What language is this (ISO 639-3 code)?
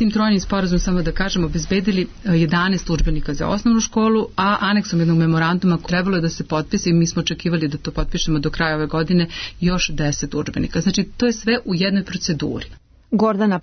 srp